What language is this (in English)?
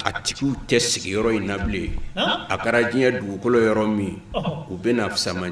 Bambara